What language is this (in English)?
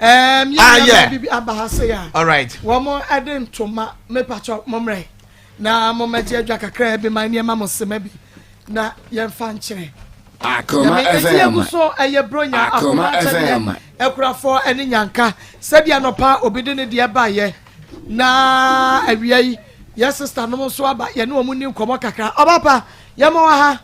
Akan